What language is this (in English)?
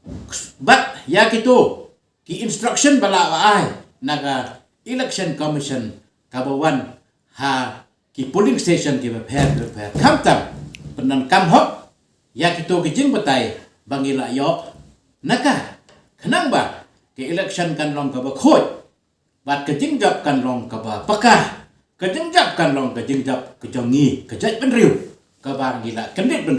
Khasi